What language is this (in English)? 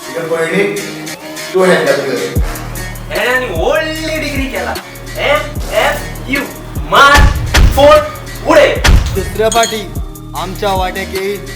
Konkani